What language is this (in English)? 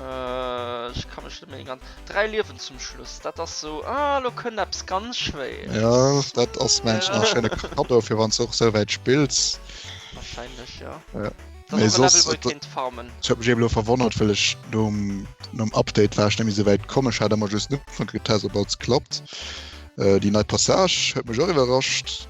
Luxembourgish